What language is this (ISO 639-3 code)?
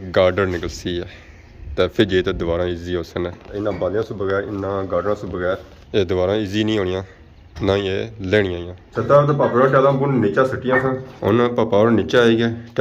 phr